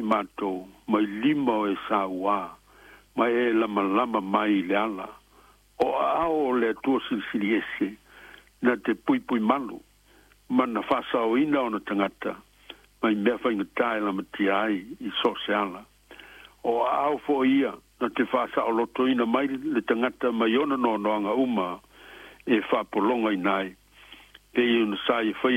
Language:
Samoan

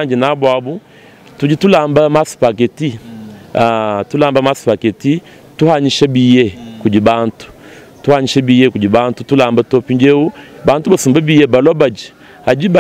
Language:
Luba-Lulua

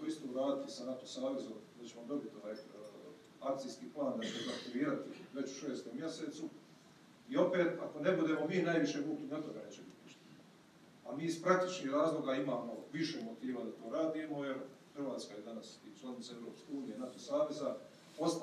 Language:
Croatian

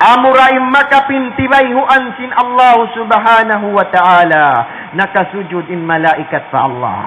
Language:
Tausug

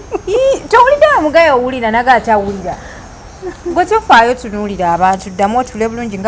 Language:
Ganda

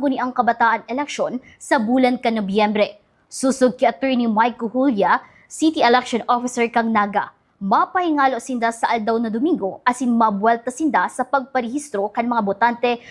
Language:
Bikol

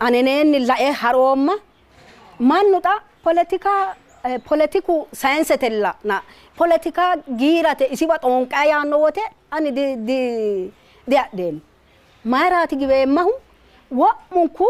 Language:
Sidamo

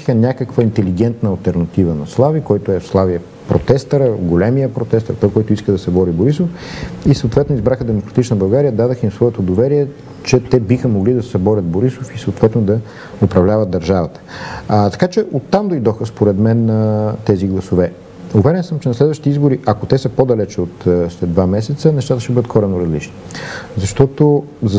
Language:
Bulgarian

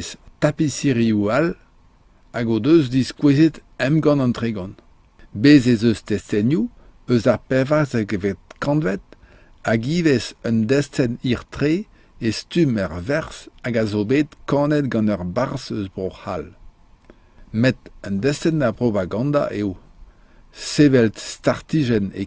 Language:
Breton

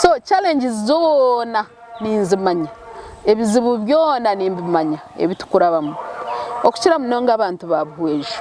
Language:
Nyankole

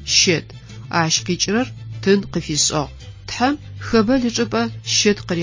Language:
Adyghe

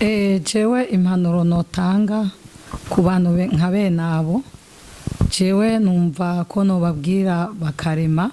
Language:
Rundi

